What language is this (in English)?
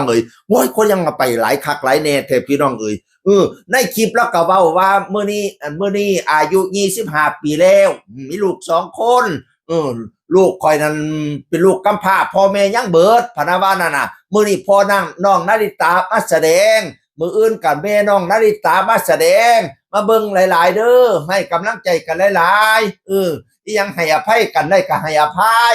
Northeastern Thai